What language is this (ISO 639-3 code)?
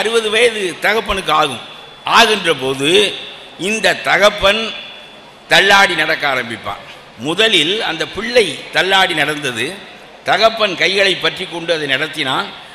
tam